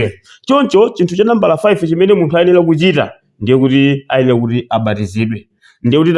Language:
Nyanja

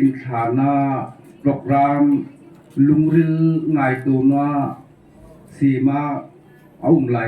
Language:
Hmar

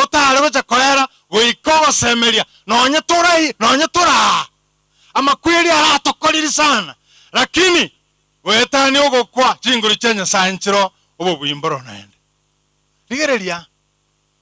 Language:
Gusii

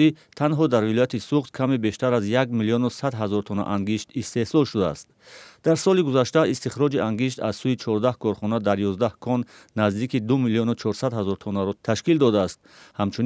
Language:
Tajik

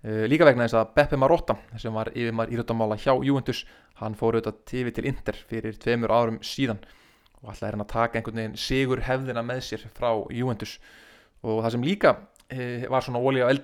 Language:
Icelandic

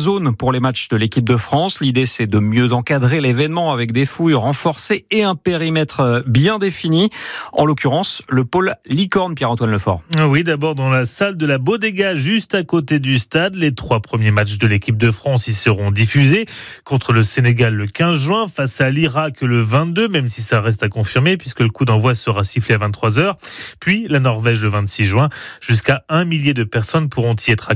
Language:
French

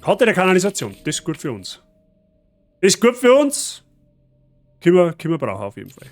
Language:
Bavarian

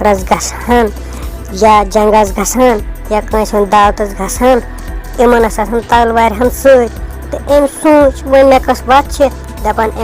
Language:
Kashmiri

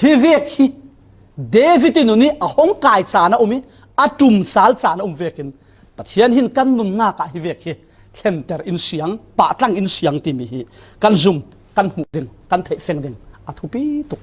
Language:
Falam Chin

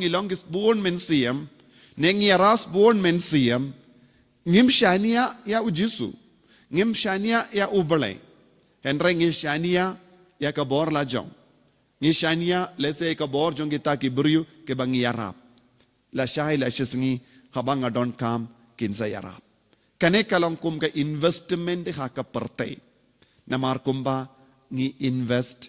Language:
Khasi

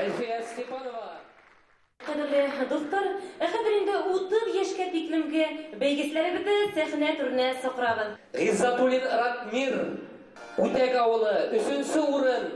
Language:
Bashkir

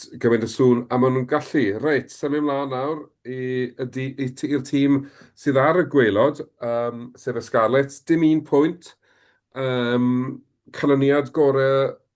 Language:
Welsh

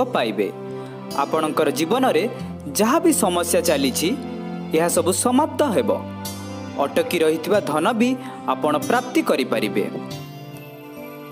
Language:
Odia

